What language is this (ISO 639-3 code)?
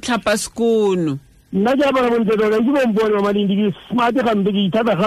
tsn